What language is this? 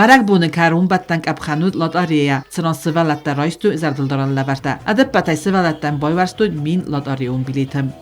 Ossetic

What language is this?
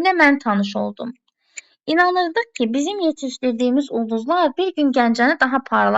Azerbaijani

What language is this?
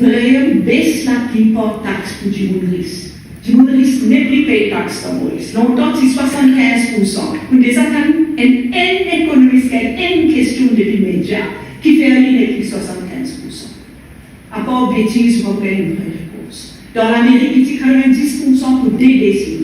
Morisyen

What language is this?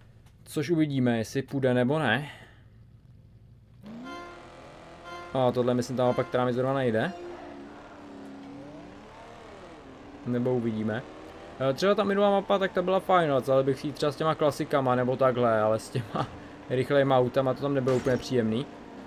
Czech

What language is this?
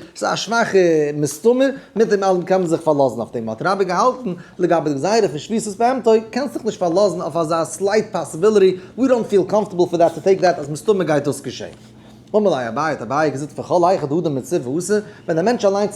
Yiddish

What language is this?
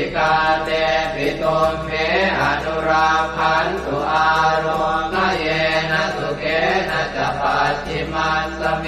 Pali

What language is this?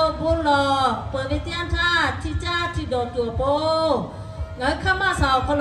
Lahu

